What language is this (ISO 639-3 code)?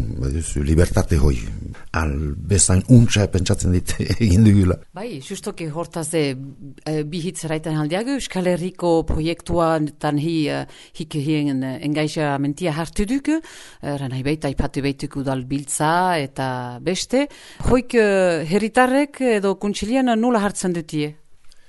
eus